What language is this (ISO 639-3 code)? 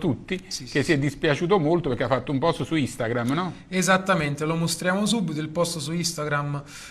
ita